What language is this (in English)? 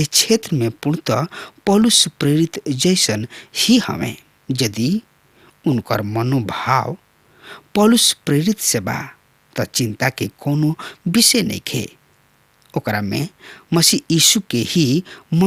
Bhojpuri